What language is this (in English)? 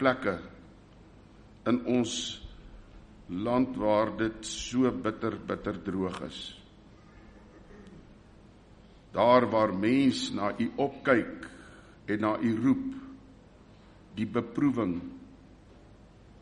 Afrikaans